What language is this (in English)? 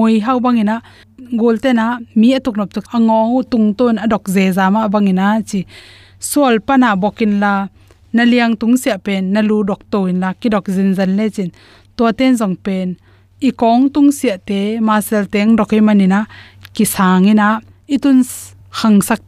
Tedim Chin